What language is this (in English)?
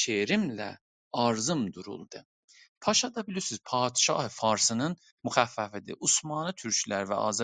South Azerbaijani